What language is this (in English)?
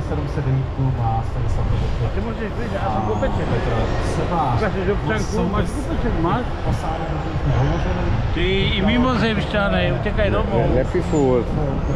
Czech